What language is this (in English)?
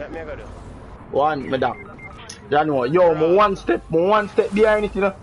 Jamaican Creole English